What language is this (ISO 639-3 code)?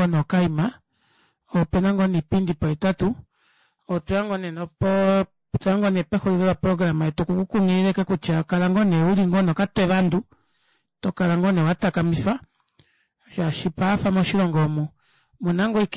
kua